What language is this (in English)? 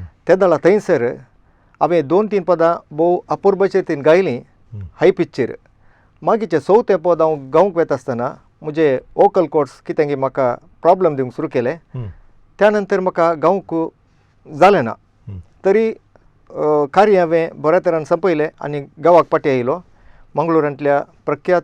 Konkani